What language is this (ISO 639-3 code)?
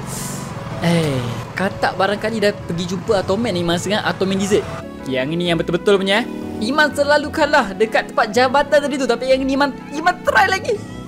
msa